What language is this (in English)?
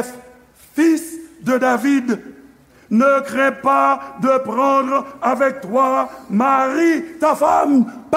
Haitian Creole